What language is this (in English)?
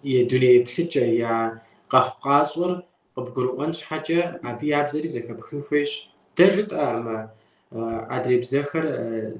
Kabardian